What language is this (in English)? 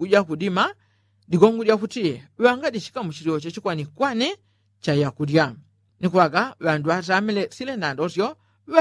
Yao